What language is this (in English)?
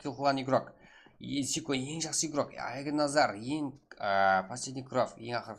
Kara-Kalpak